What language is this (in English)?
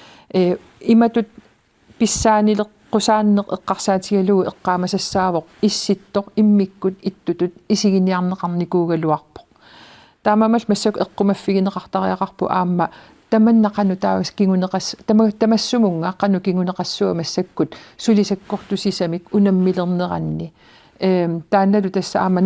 Kalaallisut